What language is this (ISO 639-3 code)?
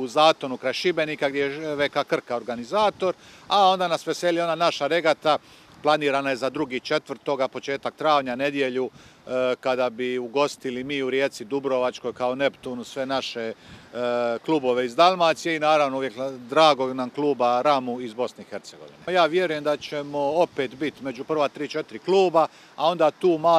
hrv